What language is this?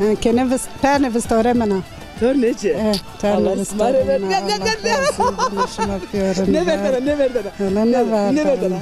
Zaza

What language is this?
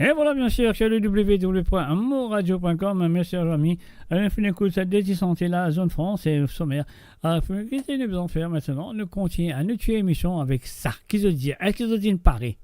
Morisyen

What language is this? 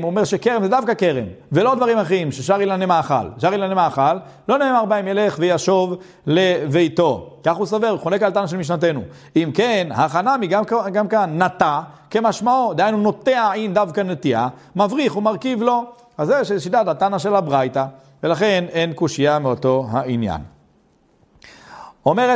Hebrew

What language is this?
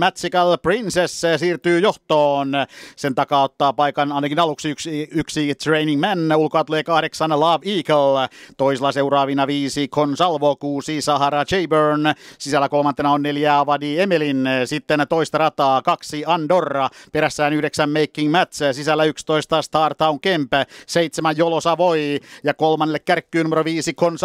Finnish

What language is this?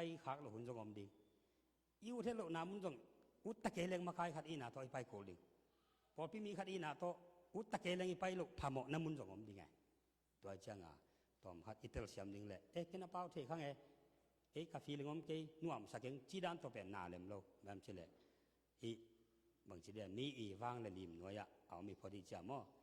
Tedim Chin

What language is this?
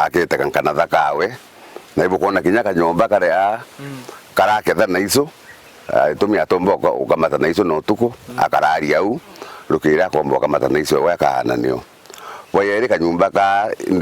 Meru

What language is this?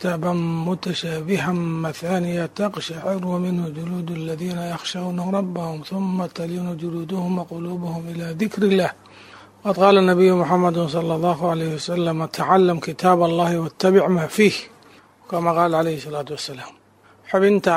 Somali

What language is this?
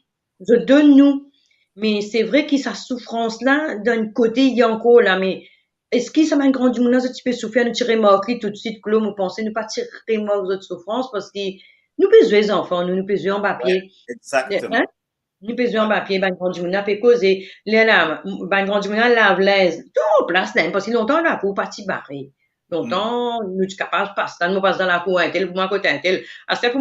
Morisyen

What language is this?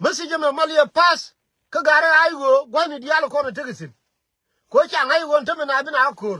Nuer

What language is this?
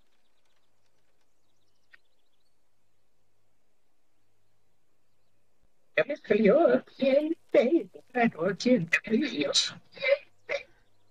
Spanish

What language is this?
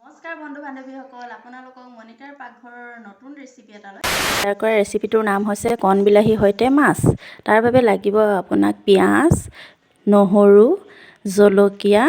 Assamese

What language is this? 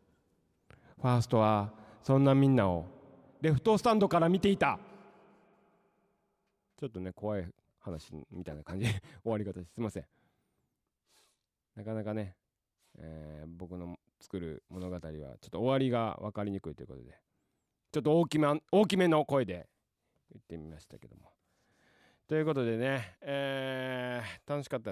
Japanese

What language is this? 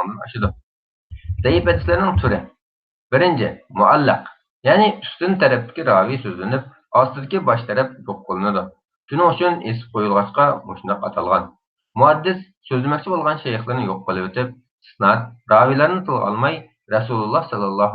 Uyghur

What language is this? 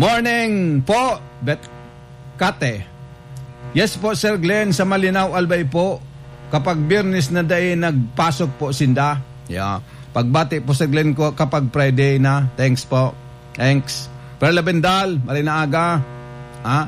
Bikol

